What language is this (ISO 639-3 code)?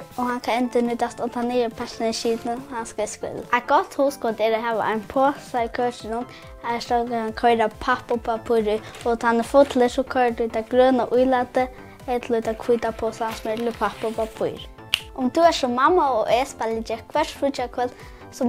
fao